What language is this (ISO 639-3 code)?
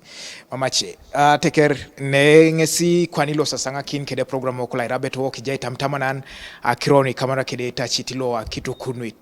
teo